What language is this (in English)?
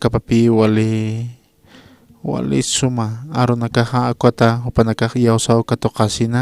Aymara